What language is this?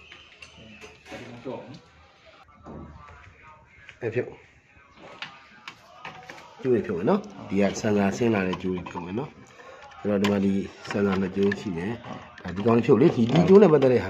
Burmese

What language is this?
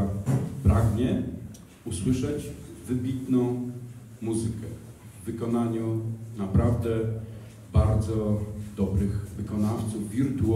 Polish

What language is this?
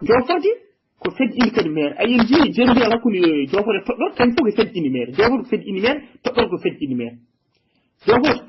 Fula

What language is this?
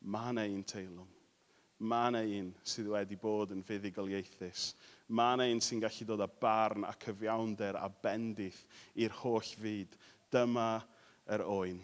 Welsh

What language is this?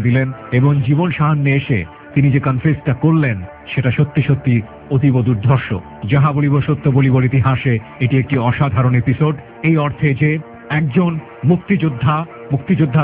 Bangla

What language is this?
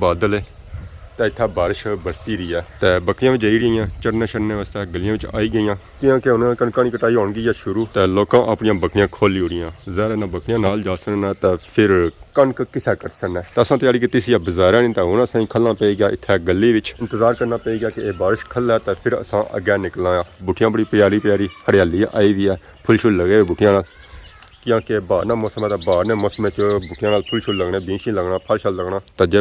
Pahari-Potwari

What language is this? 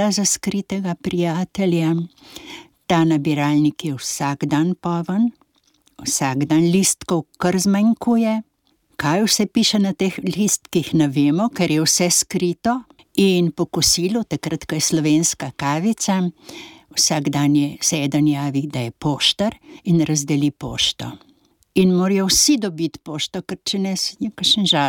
Slovenian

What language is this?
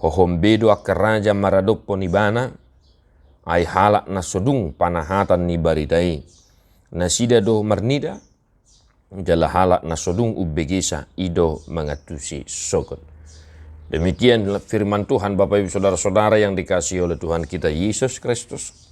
Batak Toba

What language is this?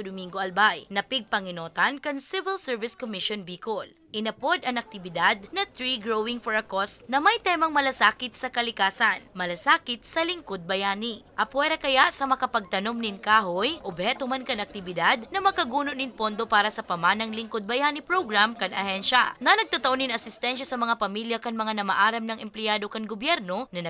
Bikol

